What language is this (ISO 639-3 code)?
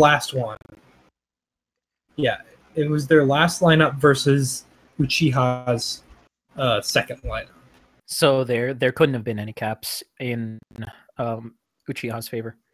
eng